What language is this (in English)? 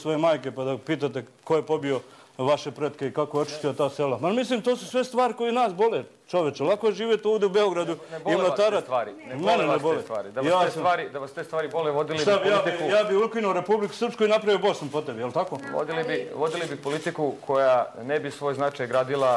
Serbian